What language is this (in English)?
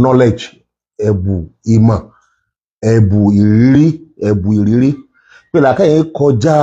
Yoruba